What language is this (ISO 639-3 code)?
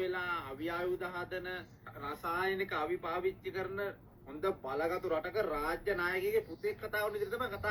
sin